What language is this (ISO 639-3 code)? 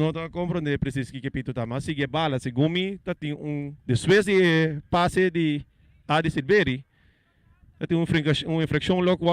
pap